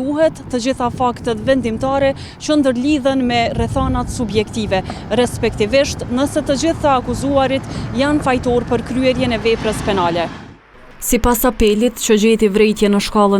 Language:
Albanian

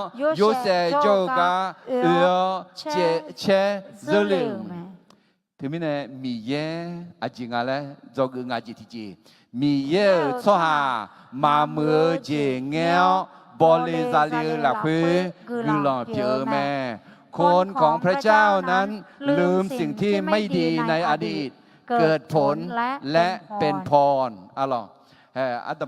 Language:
Akha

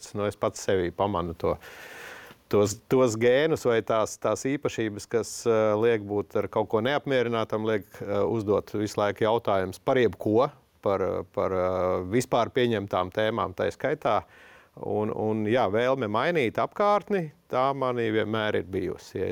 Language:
Latvian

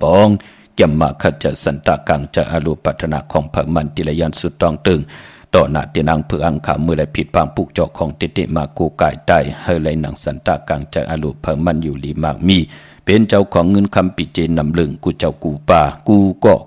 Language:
Shan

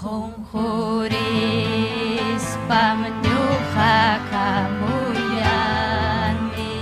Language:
Ayacucho Quechua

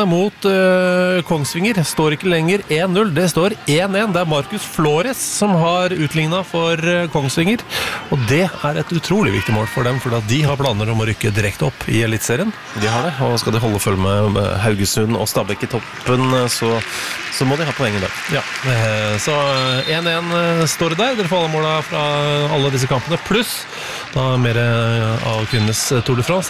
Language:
Norwegian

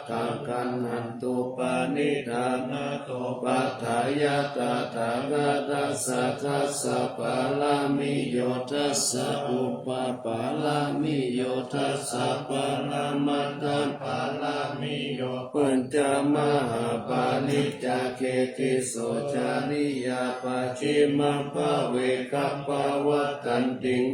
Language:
Pali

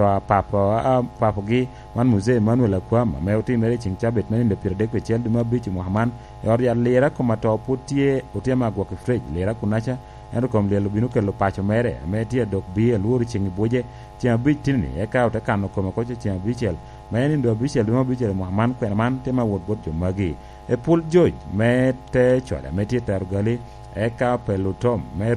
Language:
Lango (Uganda)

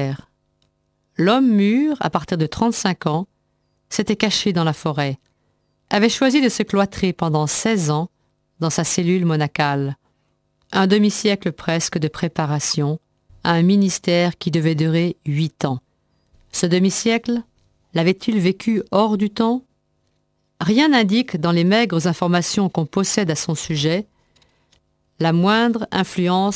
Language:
French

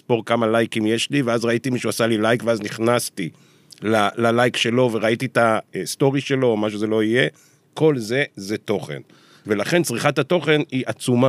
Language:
Hebrew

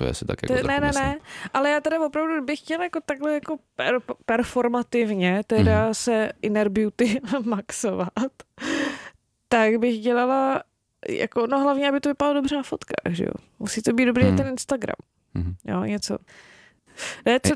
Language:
Czech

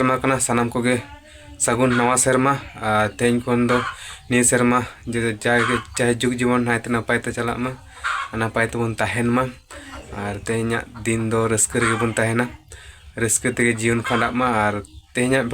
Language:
Santali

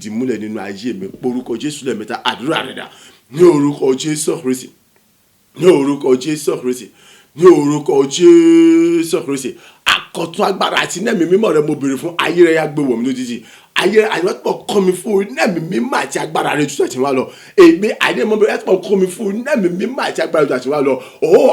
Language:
Yoruba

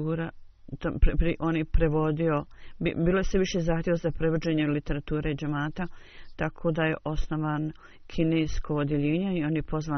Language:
Bosnian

